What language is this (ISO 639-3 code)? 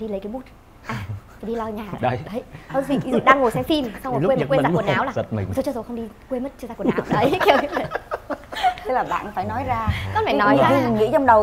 vie